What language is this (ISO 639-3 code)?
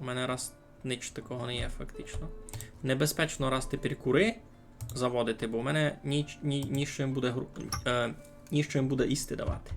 rue